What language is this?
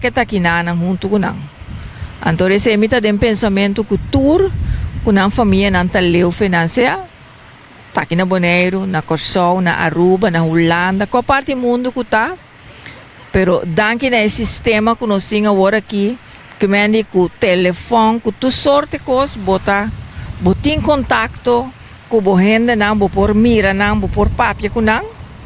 Papiamento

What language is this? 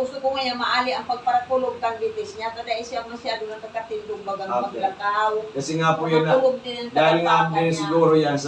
Bikol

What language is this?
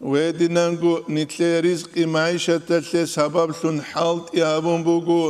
Avaric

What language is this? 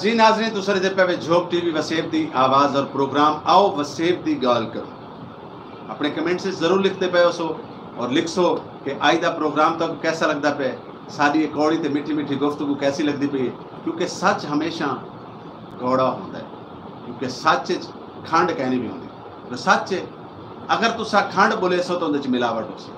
Saraiki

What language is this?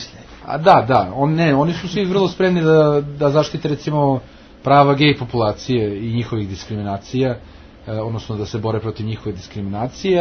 Serbian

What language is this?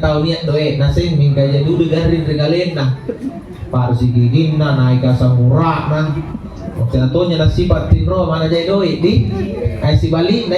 Makasar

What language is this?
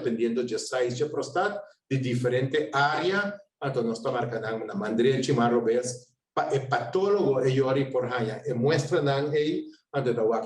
Papiamento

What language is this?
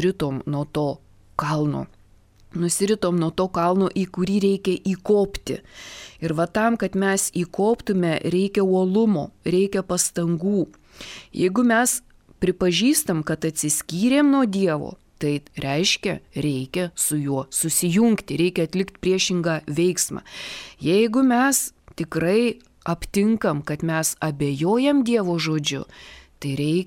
Lithuanian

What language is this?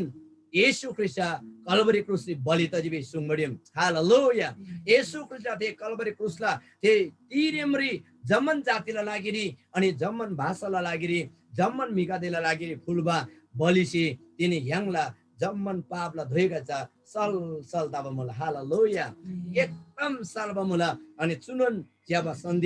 Eastern Tamang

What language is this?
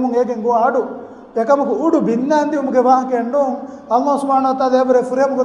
Divehi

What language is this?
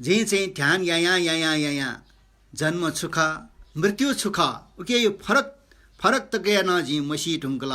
Newari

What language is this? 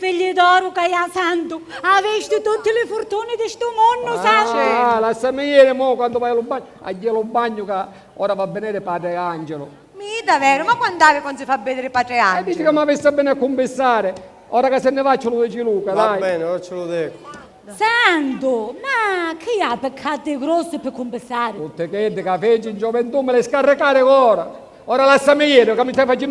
Sicilian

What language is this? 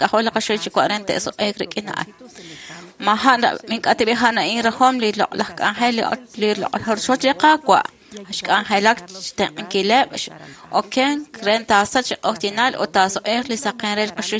Kekchí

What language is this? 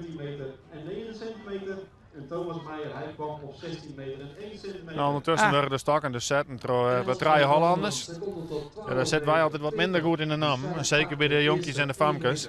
Western Frisian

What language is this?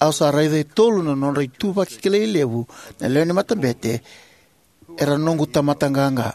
Fijian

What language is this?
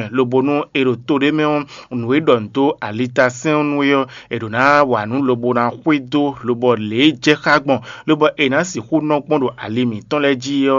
Fon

